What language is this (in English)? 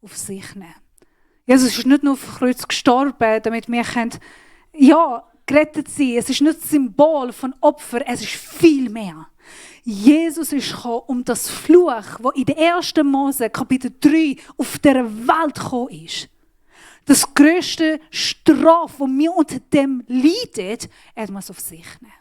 Swiss German